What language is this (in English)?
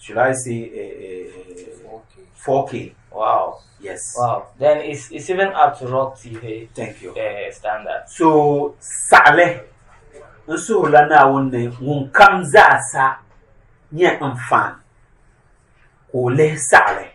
Dagbani